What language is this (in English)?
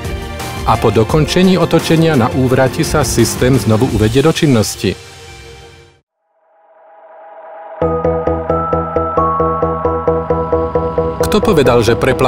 Slovak